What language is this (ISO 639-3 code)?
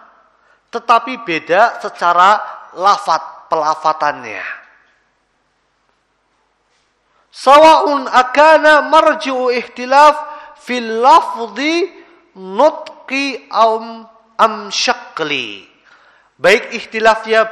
ind